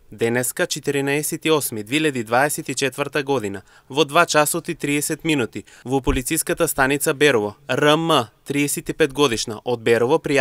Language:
Macedonian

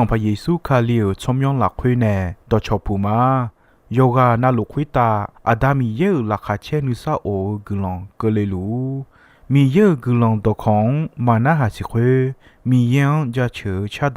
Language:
Akha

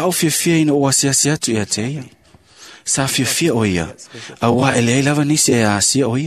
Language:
Samoan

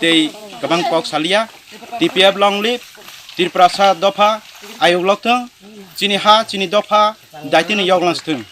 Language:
Riang (India)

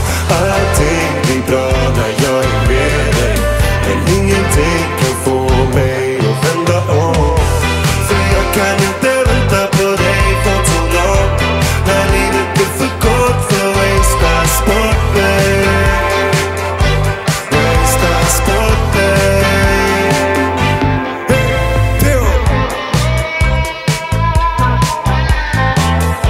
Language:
Swedish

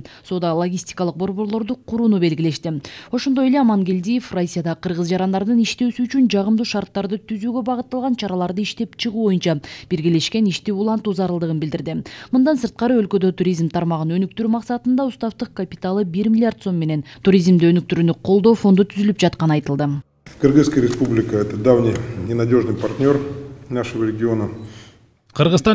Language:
Kyrgyz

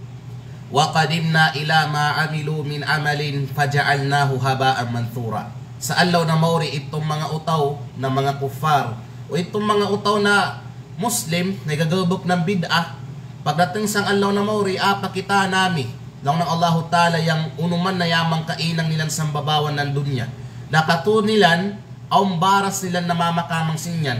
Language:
Kalagan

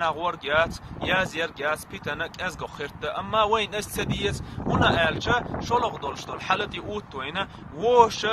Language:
Chechen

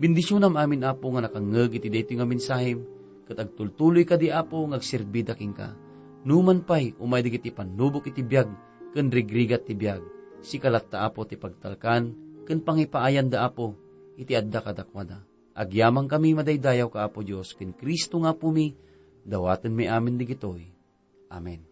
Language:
Iloko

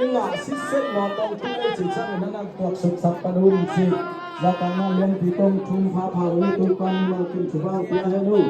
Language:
Tedim Chin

